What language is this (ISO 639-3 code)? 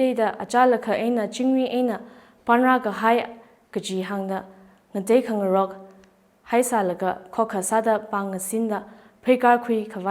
nmf